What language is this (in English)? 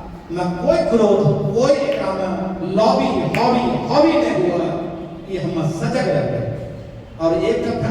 Angika